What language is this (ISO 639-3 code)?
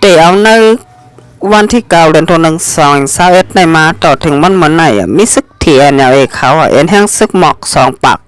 shn